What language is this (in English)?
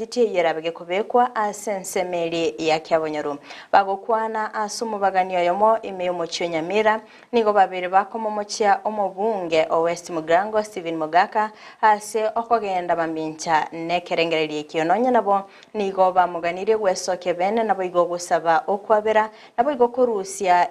Gusii